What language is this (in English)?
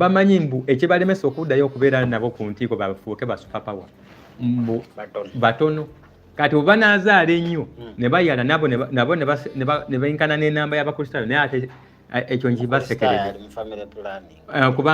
Ganda